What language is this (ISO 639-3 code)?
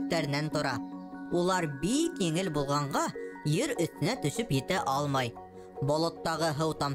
bak